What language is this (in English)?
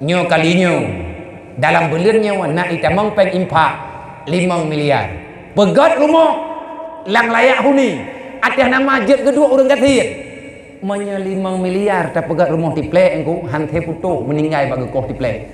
Achinese